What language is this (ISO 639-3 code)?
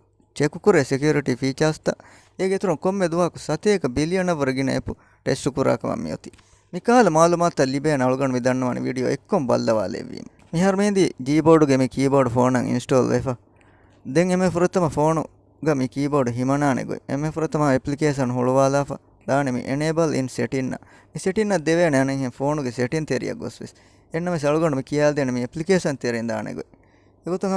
div